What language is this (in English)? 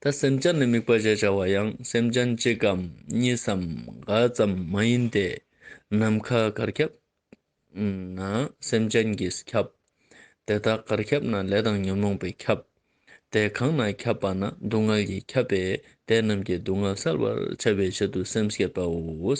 Ladakhi